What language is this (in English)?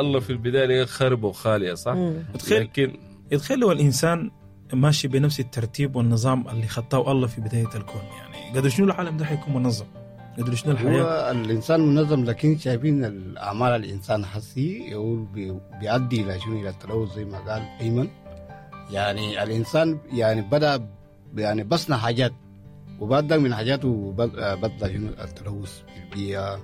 Sudanese Arabic